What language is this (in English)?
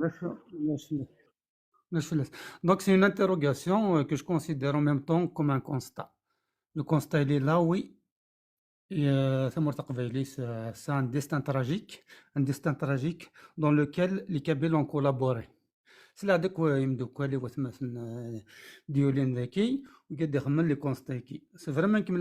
Kabyle